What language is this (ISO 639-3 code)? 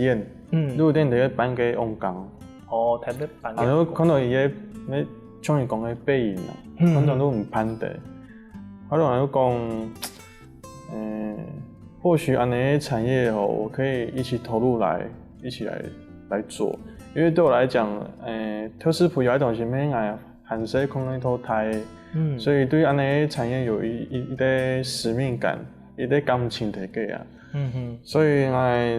hak